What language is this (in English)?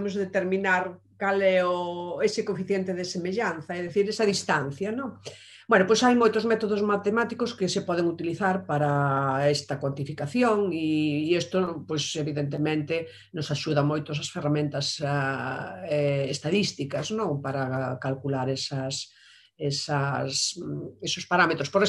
Galician